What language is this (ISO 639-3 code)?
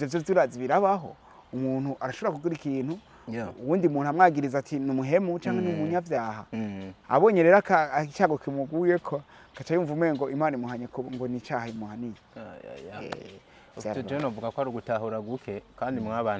run